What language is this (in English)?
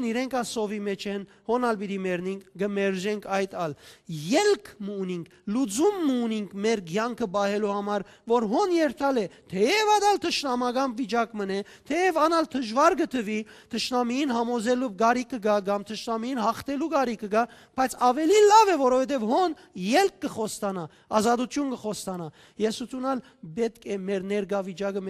Western Armenian